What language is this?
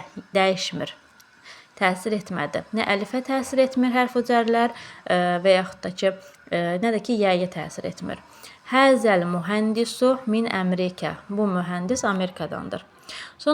Azerbaijani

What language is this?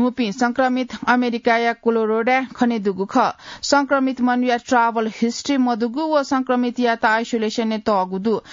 Newari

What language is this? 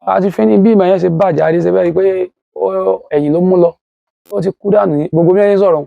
Yoruba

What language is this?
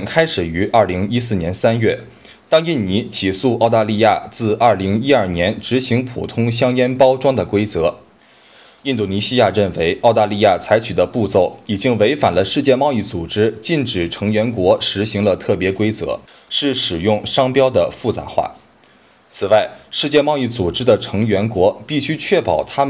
Chinese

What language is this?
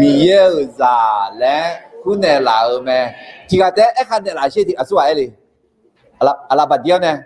Akha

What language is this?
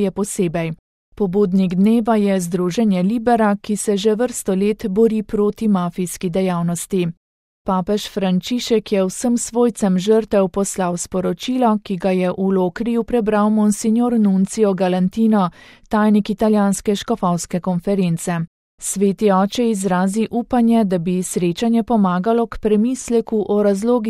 Slovenian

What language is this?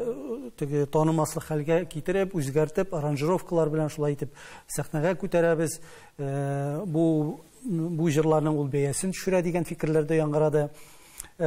Tatar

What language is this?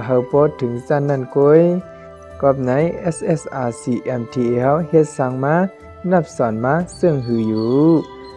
Shan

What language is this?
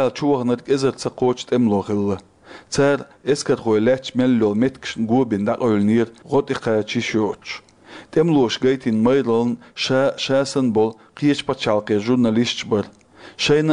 Chechen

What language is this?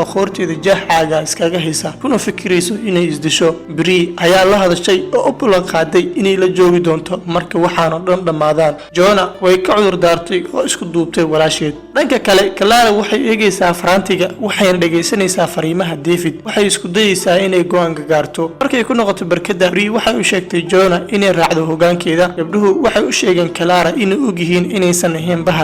Somali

